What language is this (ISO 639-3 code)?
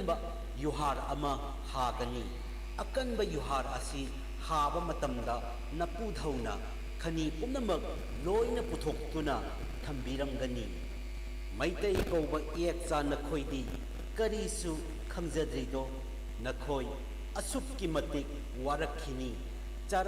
mni